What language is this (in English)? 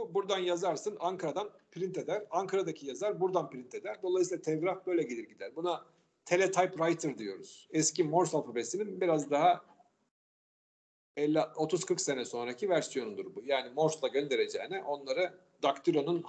Turkish